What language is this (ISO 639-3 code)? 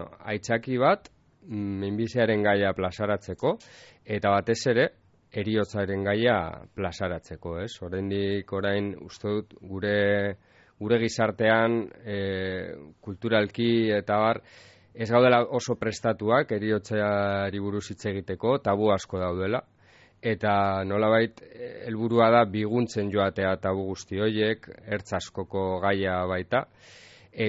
eus